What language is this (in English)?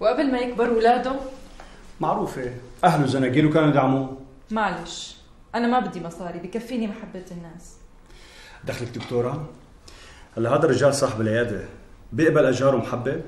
North Levantine Arabic